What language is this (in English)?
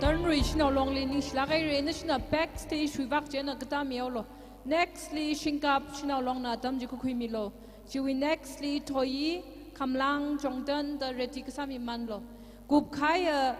Tangkhul Naga (India)